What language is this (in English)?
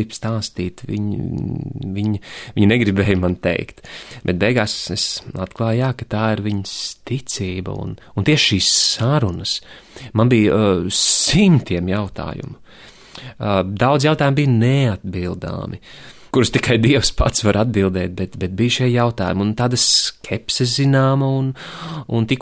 Latvian